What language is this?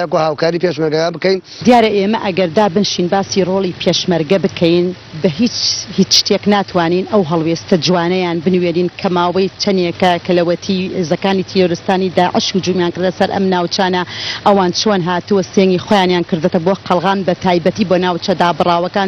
Central Kurdish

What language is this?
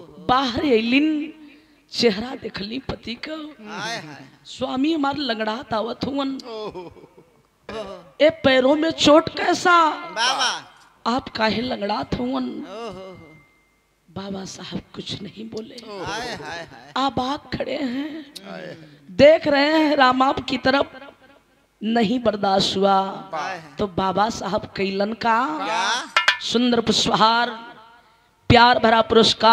Bhojpuri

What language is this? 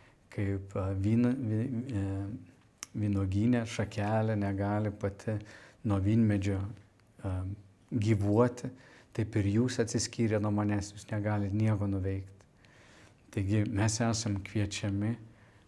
Lithuanian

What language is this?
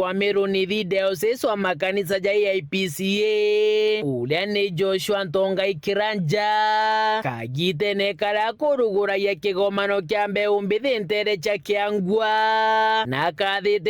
Meru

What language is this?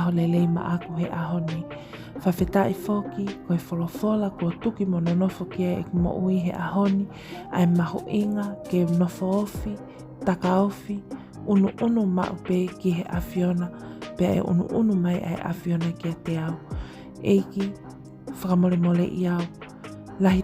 Tongan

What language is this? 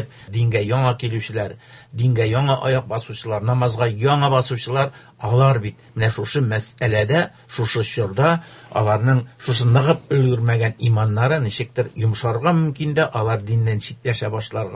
Tatar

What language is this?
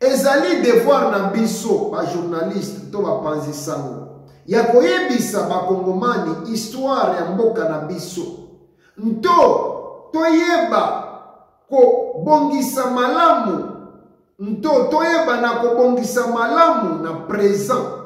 Lingala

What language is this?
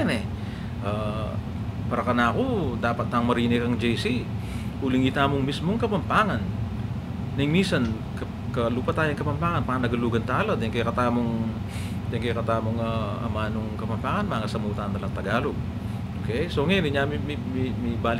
Pampanga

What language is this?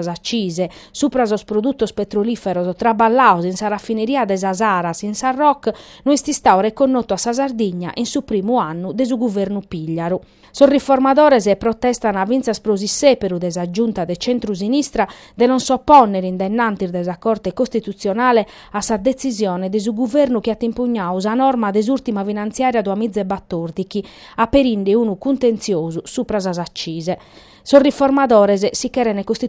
Sardinian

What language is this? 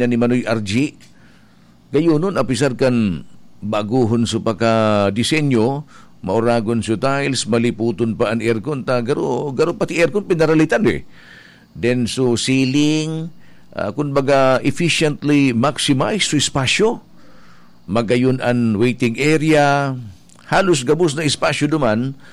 Bikol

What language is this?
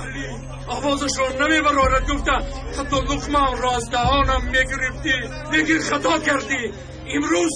Tajik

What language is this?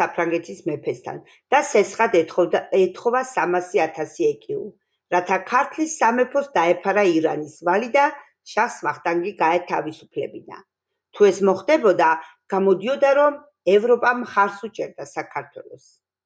Georgian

